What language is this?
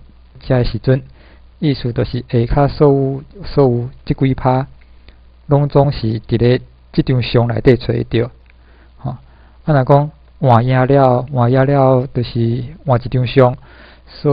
Min Nan Chinese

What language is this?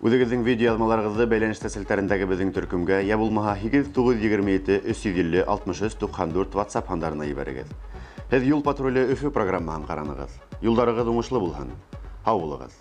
Bashkir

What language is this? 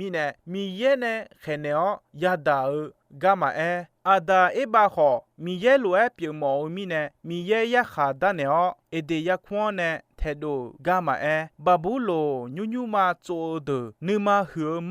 Akha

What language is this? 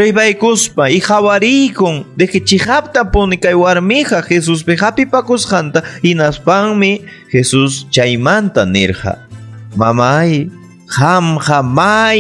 Ayacucho Quechua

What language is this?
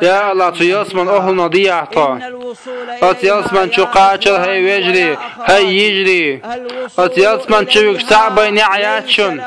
Chechen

